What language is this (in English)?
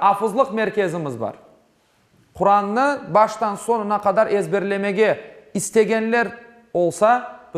Crimean Tatar